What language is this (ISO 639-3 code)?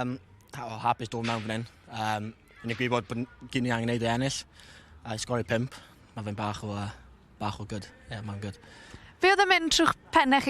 cym